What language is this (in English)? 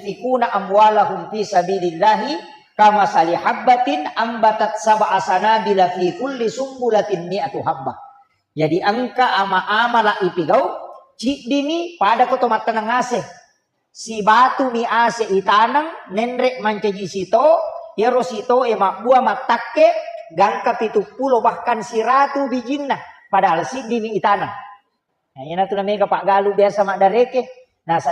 Buginese